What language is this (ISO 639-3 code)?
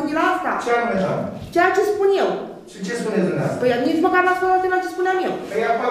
ron